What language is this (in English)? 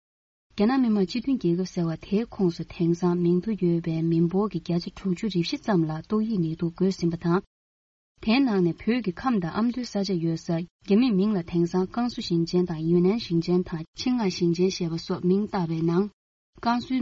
Tibetan